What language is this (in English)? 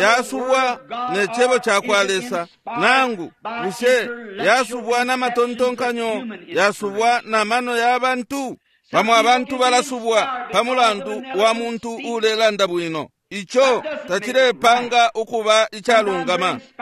Bemba